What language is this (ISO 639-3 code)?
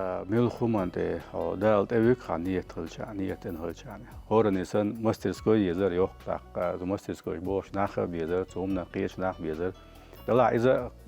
che